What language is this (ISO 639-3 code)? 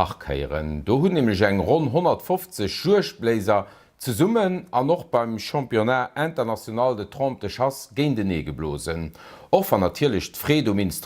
ltz